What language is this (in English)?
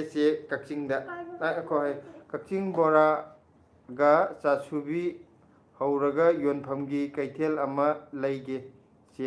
Manipuri